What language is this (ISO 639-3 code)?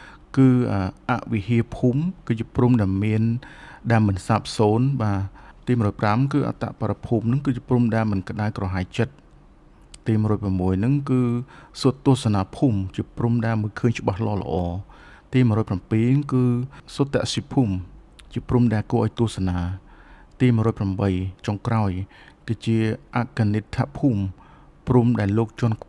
khm